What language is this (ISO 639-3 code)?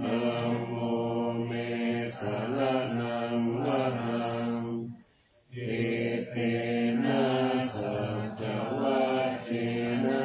pli